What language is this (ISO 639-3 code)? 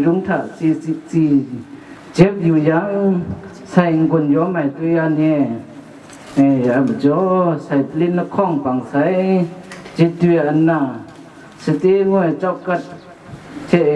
kac